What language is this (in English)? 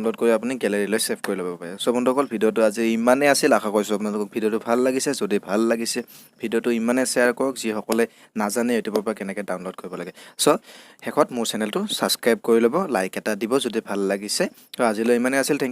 Assamese